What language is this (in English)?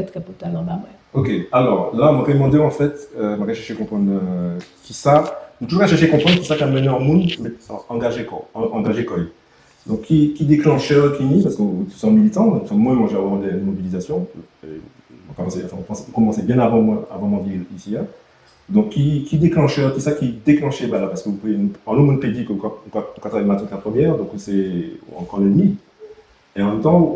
Guadeloupean Creole French